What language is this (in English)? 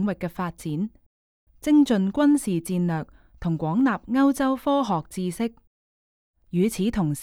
Cantonese